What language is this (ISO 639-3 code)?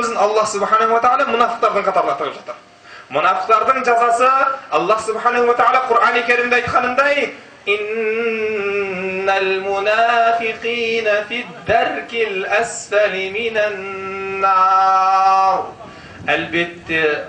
kaz